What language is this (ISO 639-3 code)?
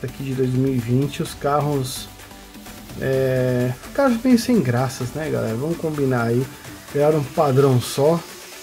por